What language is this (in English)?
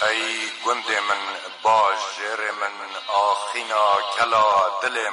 Kurdish